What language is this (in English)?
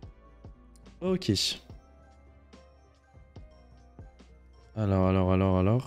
French